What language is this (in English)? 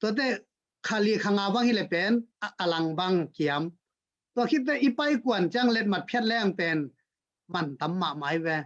Tedim Chin